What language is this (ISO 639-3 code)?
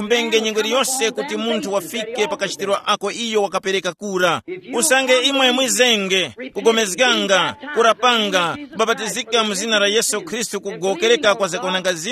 tum